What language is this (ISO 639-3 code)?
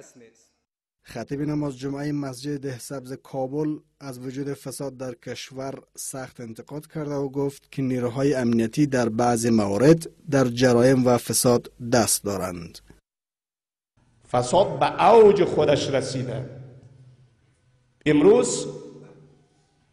fas